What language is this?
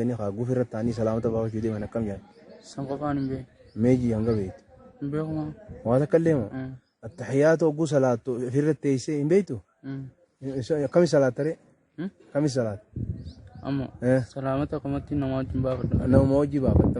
Oromo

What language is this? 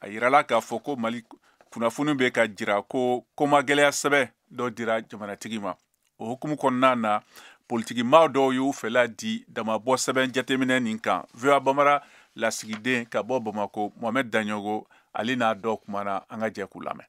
Bambara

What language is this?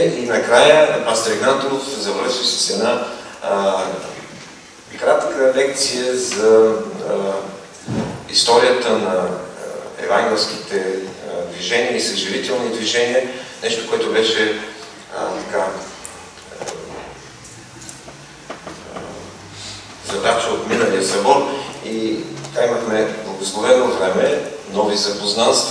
Bulgarian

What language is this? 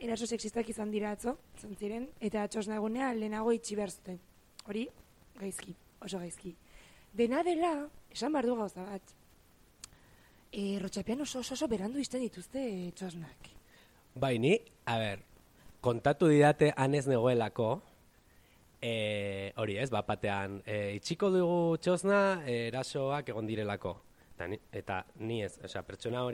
Basque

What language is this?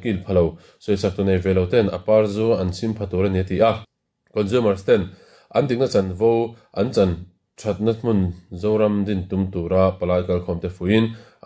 Mizo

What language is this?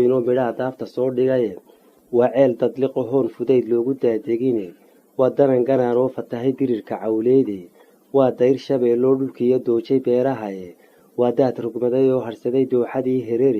Somali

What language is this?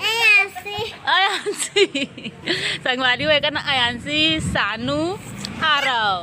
Chhattisgarhi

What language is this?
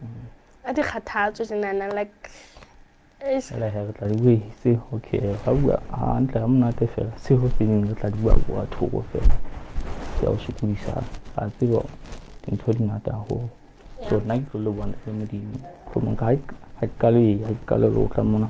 Southern Sotho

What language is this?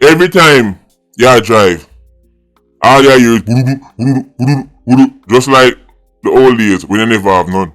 Jamaican Creole English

